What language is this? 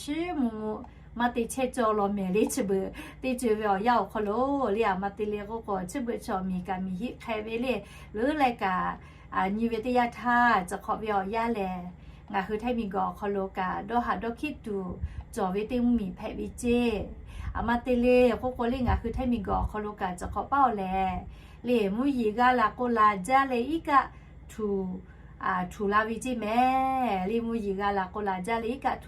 Lahu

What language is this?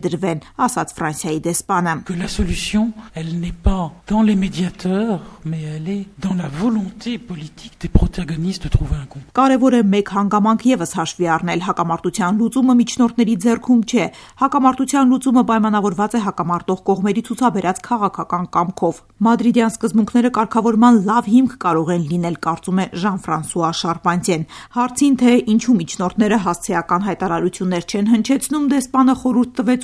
Armenian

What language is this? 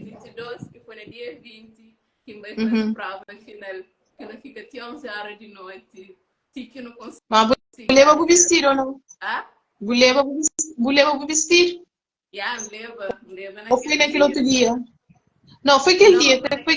Kabuverdianu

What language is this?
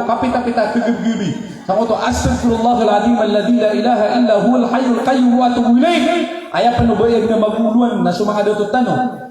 Maranao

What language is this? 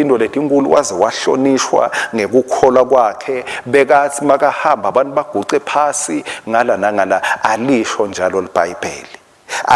Swati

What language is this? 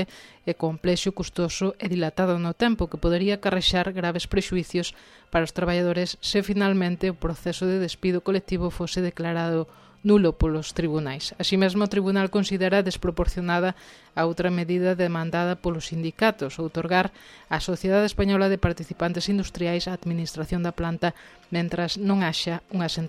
Galician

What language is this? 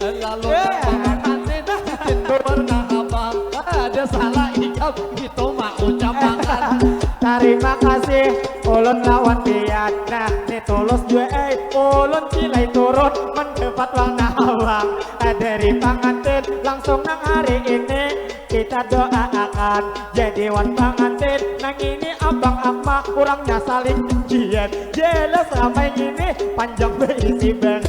Banjar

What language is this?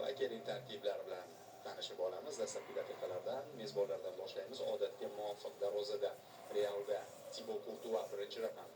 Uzbek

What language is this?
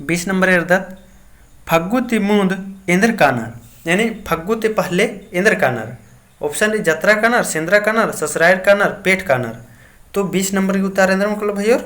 Kurukh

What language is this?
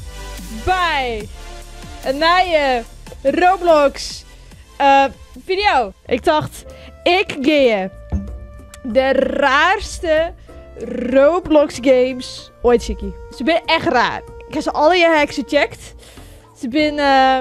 Western Frisian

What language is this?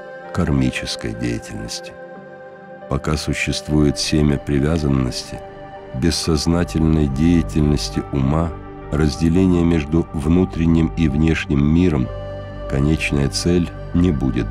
Russian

